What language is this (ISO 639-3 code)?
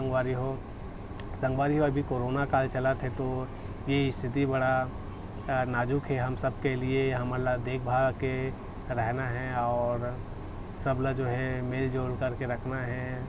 hne